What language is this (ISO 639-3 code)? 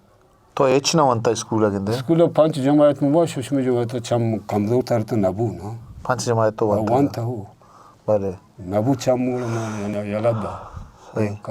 bgp